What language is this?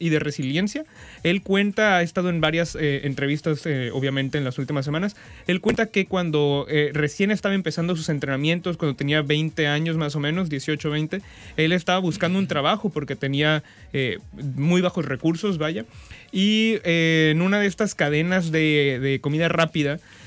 Spanish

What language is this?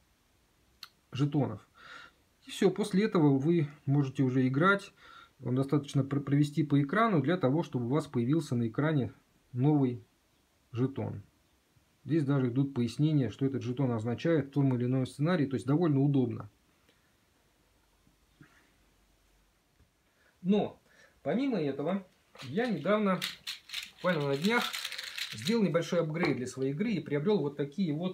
Russian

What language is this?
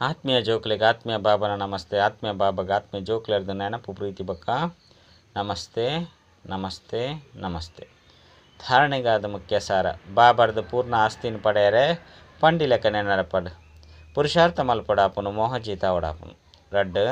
Tulu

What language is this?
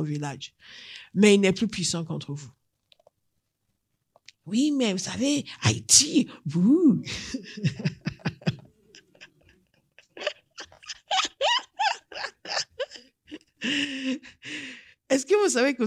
French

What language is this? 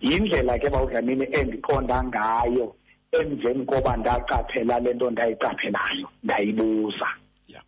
Xhosa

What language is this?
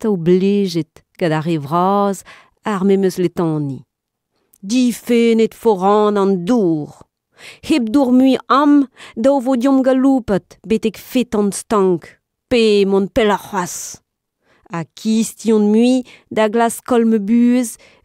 Breton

